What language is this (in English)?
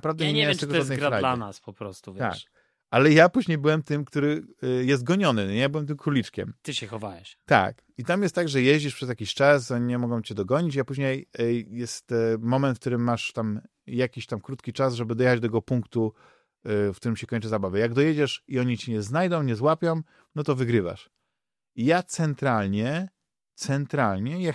Polish